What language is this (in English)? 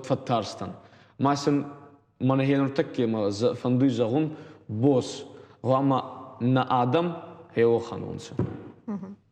Ossetic